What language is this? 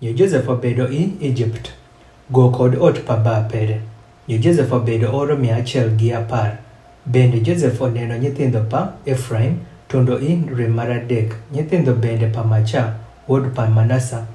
Adhola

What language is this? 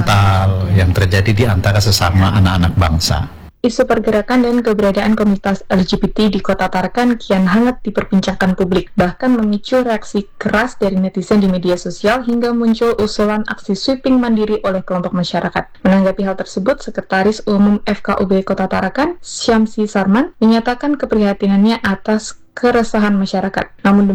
Indonesian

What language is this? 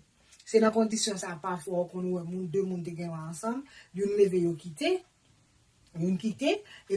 Haitian Creole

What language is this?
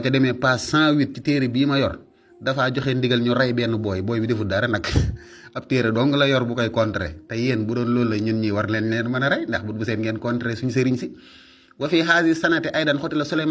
Wolof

